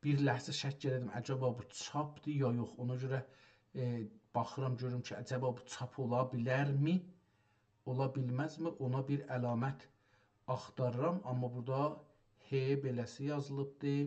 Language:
South Azerbaijani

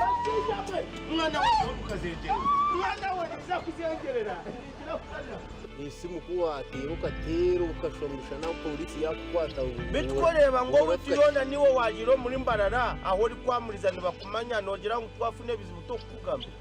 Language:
Nyankole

